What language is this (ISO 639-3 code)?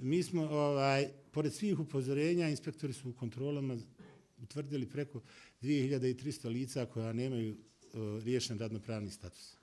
bos